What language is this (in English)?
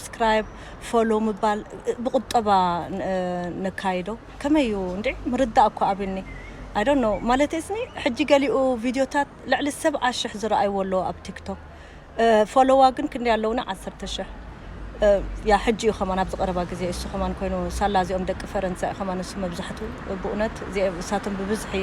Tigrinya